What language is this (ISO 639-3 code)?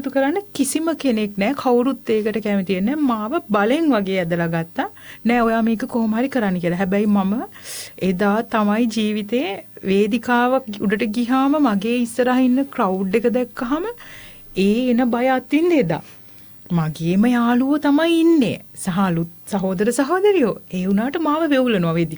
sin